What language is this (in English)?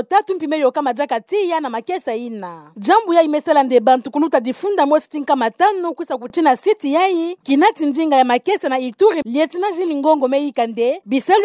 Kituba (Democratic Republic of Congo)